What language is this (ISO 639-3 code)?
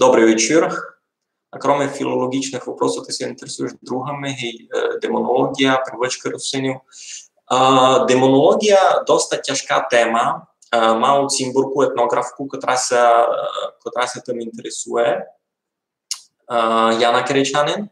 rue